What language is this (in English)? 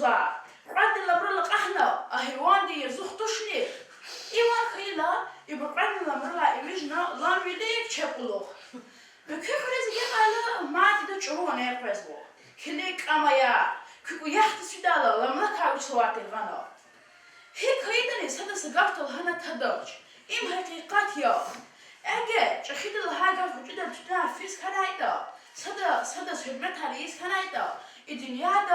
Lezghian